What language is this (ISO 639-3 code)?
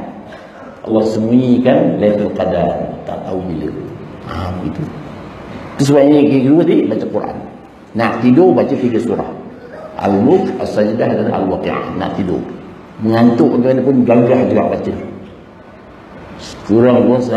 msa